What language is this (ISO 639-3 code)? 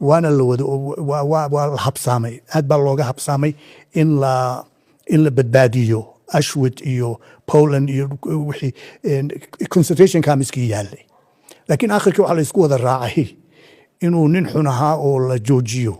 som